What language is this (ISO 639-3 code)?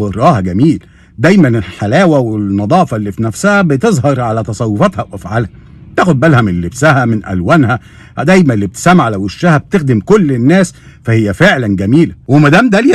arz